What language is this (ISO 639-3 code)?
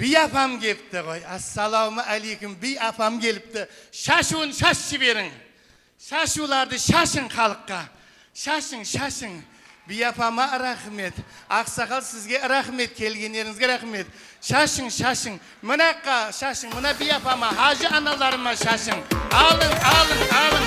kaa